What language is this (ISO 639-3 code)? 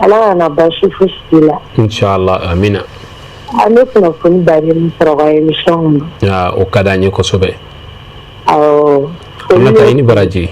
bam